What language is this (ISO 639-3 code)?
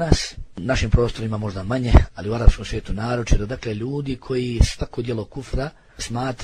bos